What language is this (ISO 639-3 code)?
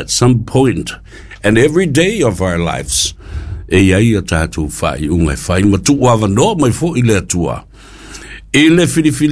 smo